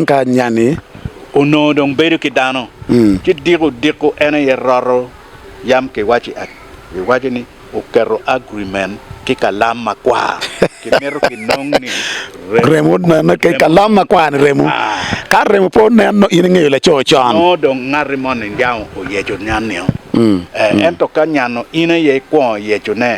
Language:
Acoli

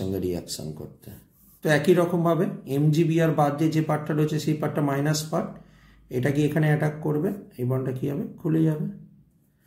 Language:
Bangla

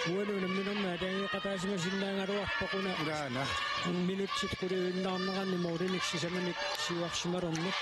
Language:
Kalaallisut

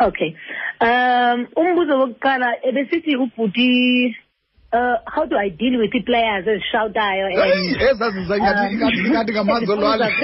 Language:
Xhosa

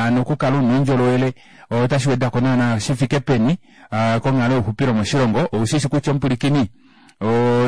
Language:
Kuanyama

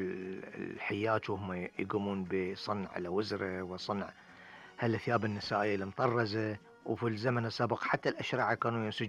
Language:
Gulf Arabic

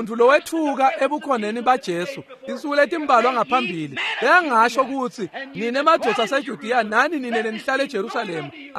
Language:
Swati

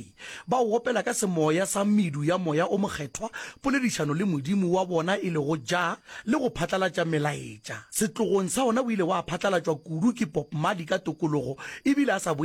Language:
Northern Sotho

